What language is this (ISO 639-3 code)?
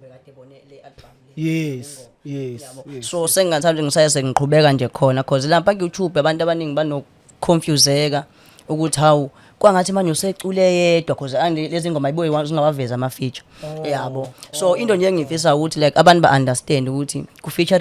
zul